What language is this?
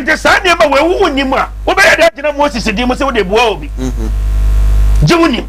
Akan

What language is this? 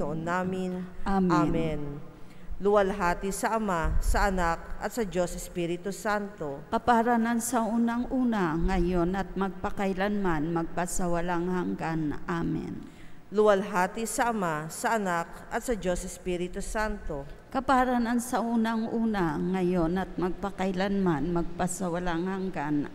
Filipino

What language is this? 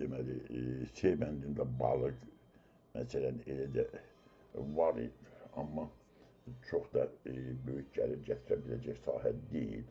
Azerbaijani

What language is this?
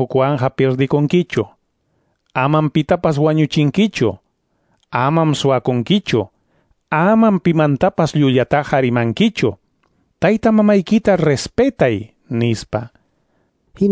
Quechua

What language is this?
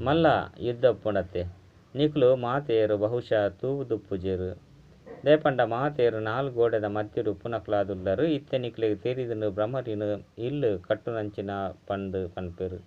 Tulu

